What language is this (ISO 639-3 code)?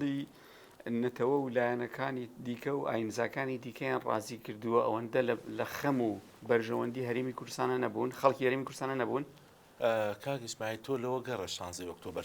ckb